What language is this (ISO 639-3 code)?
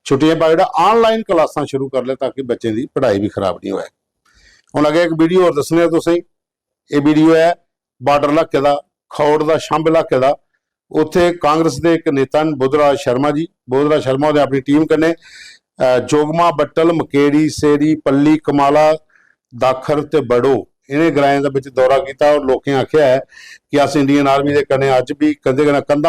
doi